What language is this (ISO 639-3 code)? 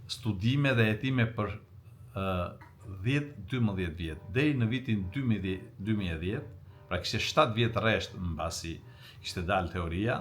sqi